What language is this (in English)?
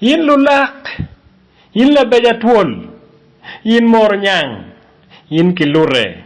Acoli